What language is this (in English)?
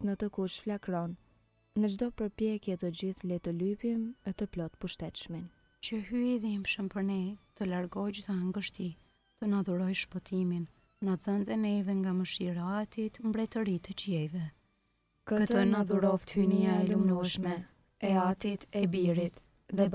Albanian